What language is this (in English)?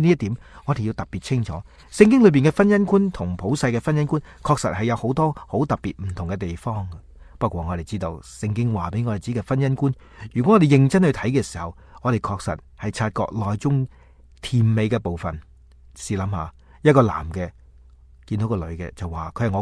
Cantonese